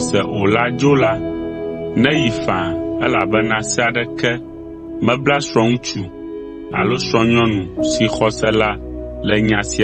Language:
Ewe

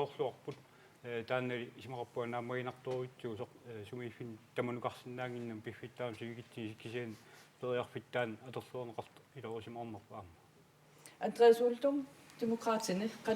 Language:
Kalaallisut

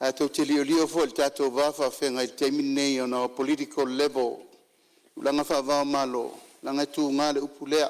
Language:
Samoan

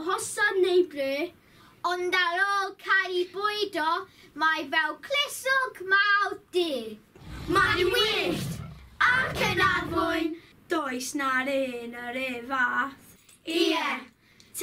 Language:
Welsh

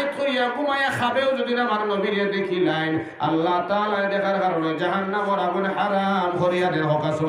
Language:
Sylheti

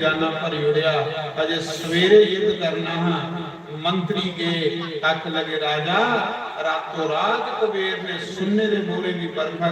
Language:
Dogri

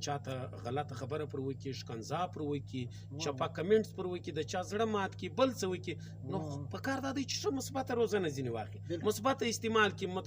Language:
Pashto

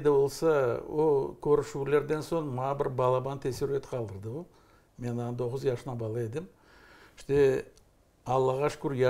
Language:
Crimean Tatar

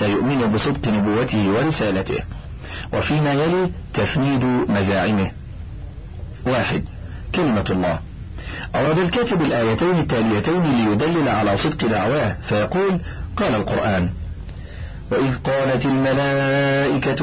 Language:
Arabic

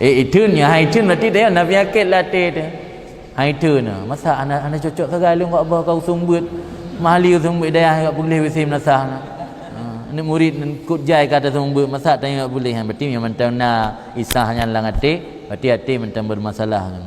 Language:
Achinese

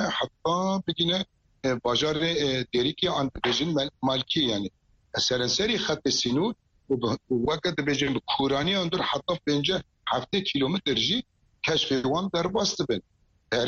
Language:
Kurdish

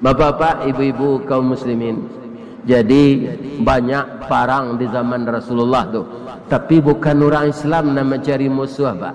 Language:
Minangkabau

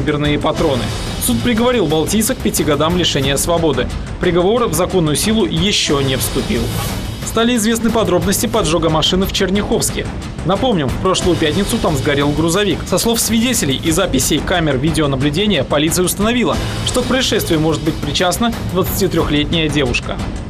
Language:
Russian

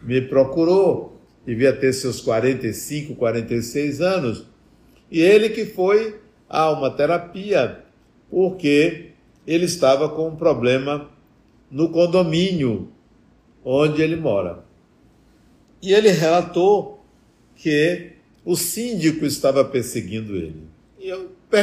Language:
Portuguese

